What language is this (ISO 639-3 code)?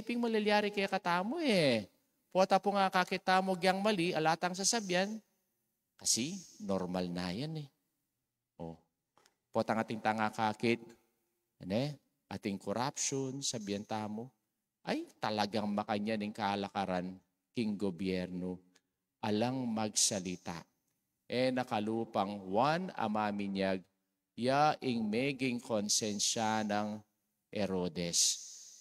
pam